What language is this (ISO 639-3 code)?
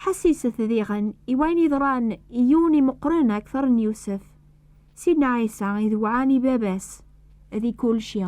kab